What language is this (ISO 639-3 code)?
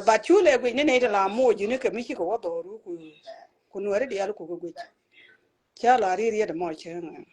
nus